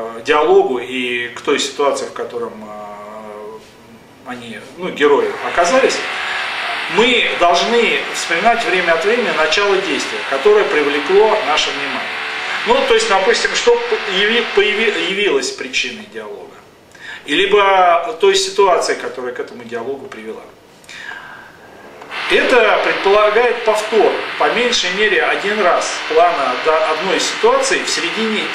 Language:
Russian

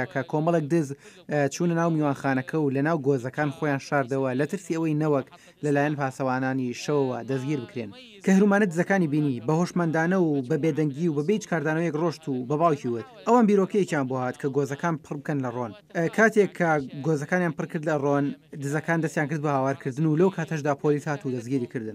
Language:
Central Kurdish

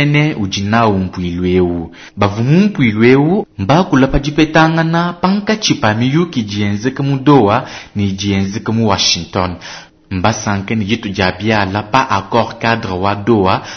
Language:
Luba-Lulua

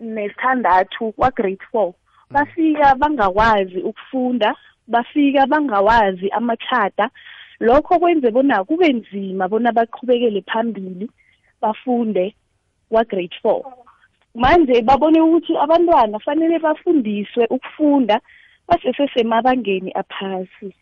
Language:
South Ndebele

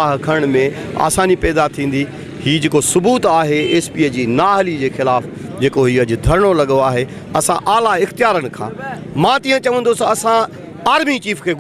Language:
Sindhi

